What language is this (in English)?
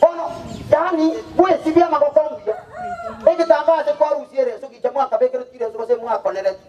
Gusii